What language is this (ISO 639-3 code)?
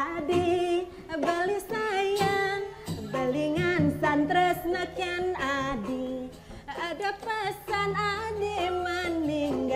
ban